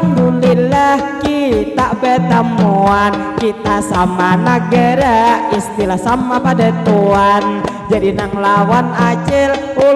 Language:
Banjar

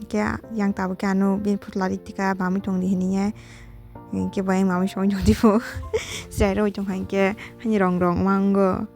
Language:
Kok Borok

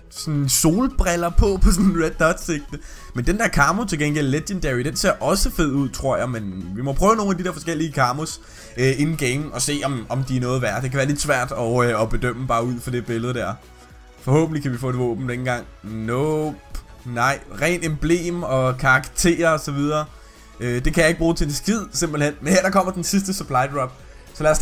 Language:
Danish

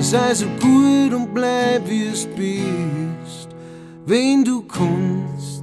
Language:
Bavarian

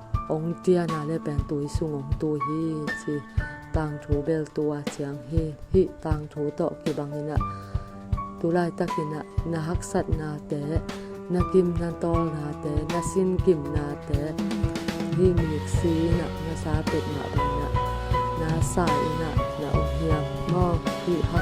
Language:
Tedim Chin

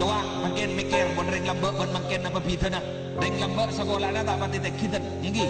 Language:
Madurese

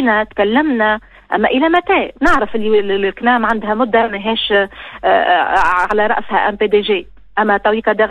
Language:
Tunisian Arabic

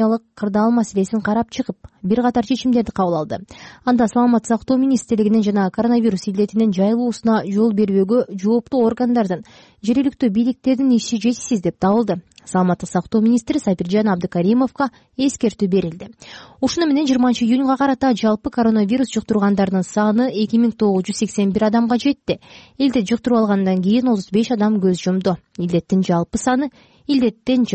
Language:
Kyrgyz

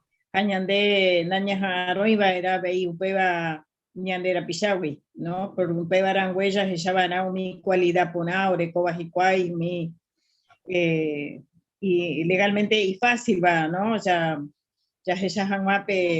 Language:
Guarani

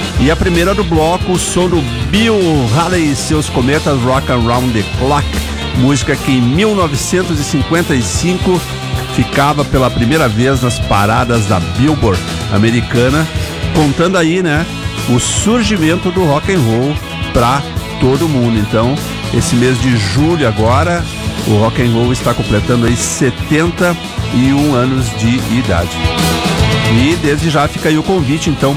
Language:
Portuguese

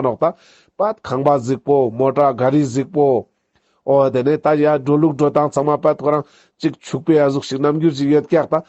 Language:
Ladakhi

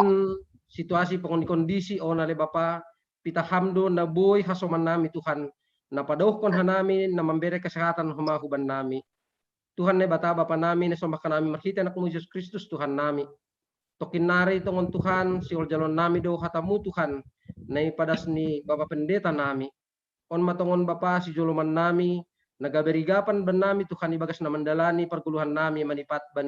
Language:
Batak Simalungun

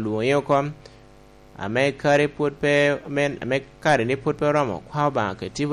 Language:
Lango (Uganda)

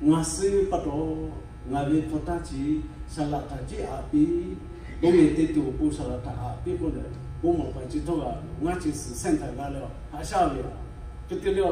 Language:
Lahu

